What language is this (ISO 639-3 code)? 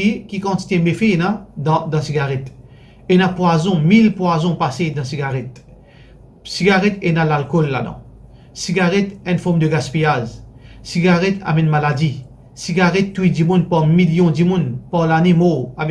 mfe